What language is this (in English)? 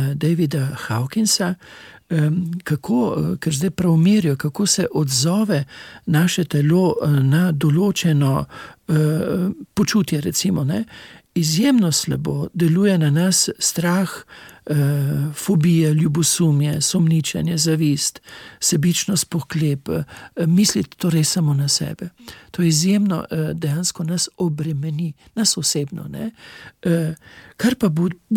Slovenian